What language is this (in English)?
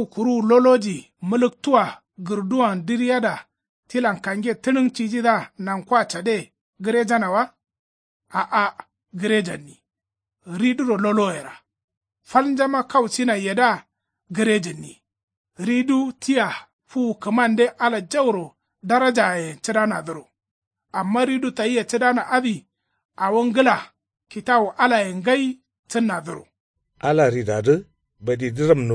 Kanuri